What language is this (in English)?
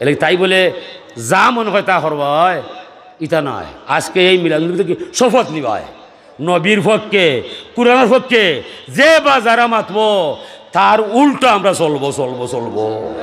Sylheti